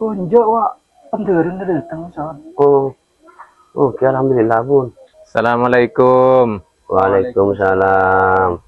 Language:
Madurese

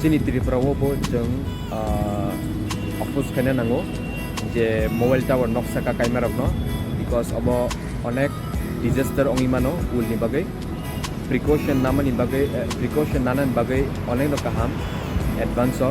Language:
Kok Borok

